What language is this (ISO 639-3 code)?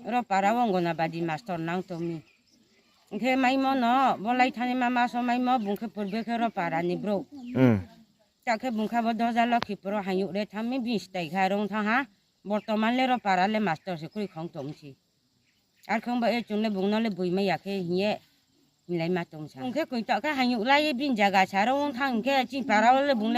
ria